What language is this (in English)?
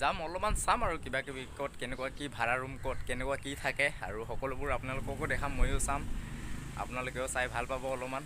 Assamese